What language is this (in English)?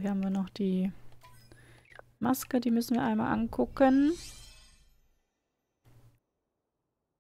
German